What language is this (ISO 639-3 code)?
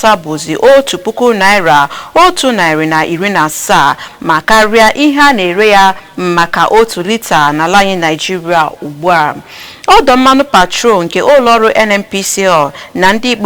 ibo